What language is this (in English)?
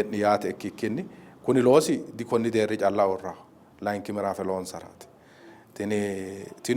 Sidamo